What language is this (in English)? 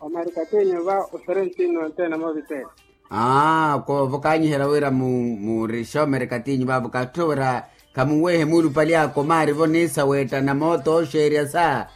Makhuwa